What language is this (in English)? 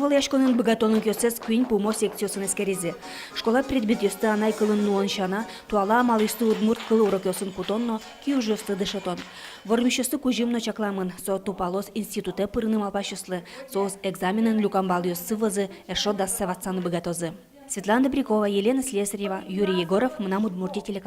Udmurt